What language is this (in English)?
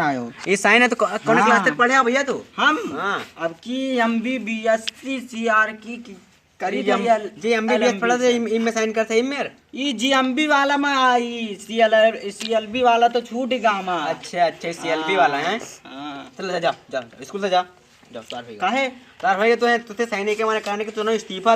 Awadhi